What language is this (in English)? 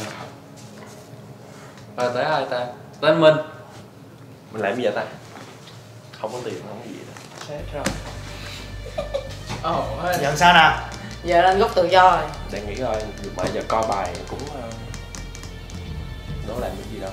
Vietnamese